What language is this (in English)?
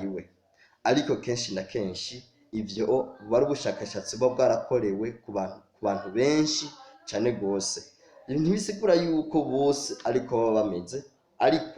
Rundi